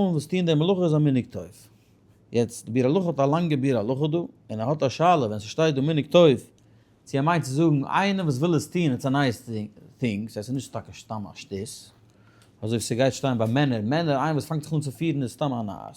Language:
Yiddish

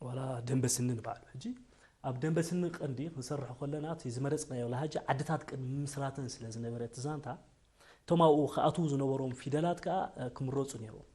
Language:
Tigrinya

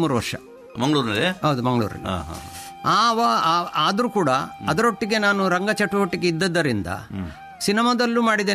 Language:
Kannada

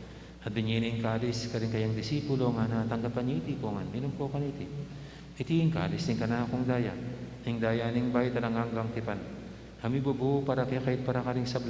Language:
Pampanga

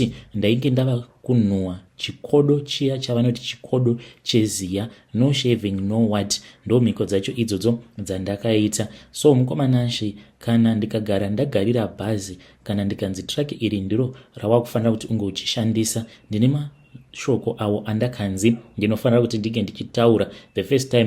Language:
Shona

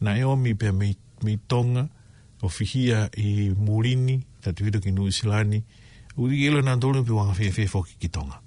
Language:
Tongan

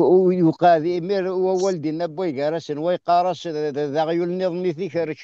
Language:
Kabyle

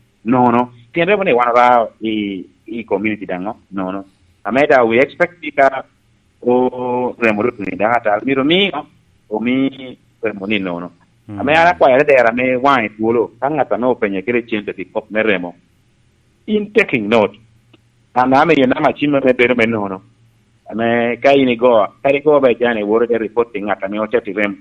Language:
Lango (Uganda)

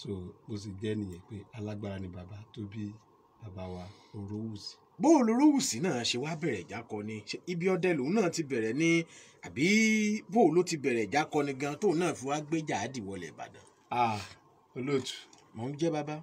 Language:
Yoruba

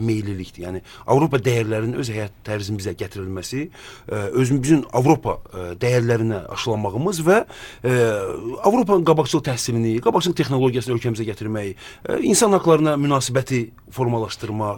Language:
Azerbaijani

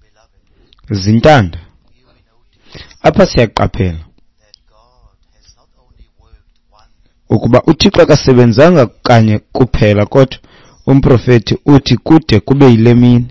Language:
Xhosa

